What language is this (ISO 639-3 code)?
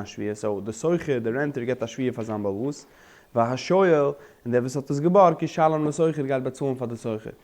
yid